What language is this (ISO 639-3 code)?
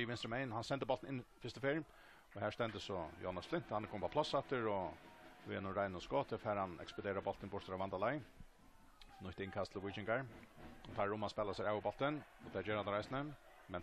fao